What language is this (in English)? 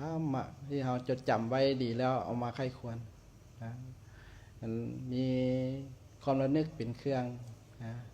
Lao